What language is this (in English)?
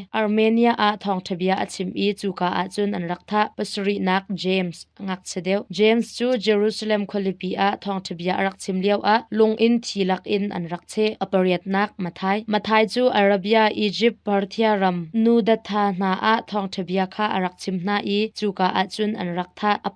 Hakha Chin